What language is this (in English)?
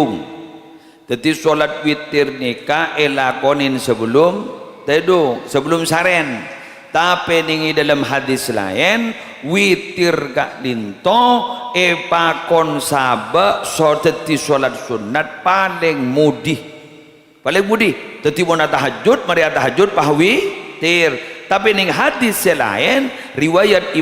Madurese